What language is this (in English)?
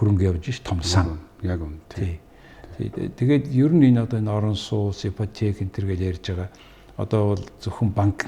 Mongolian